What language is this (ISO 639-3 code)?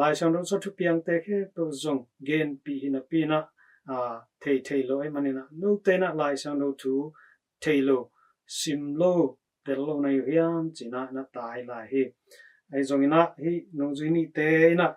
ctd